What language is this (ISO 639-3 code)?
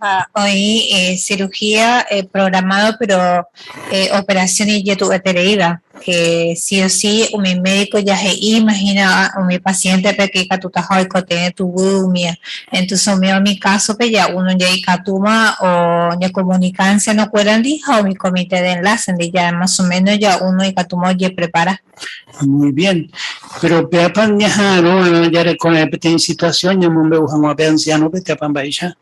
grn